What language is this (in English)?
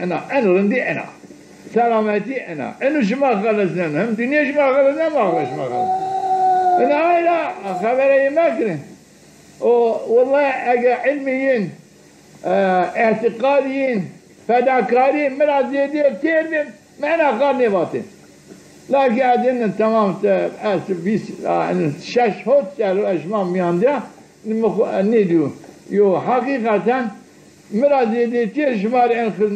Zaza